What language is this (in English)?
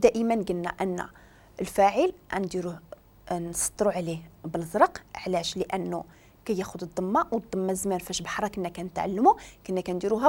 Moroccan Arabic